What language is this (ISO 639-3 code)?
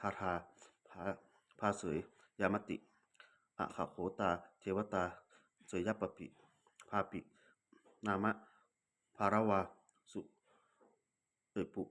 pli